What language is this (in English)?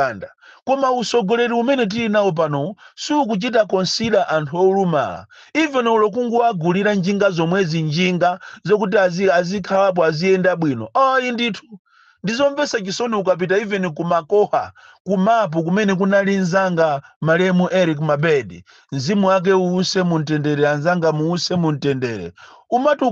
Nyanja